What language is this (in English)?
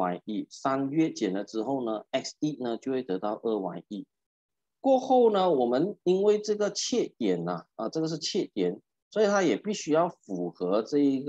Chinese